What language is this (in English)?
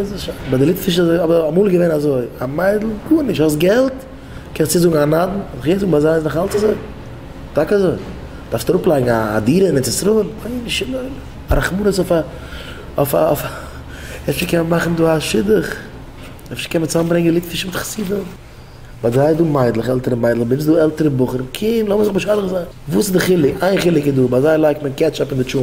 Yiddish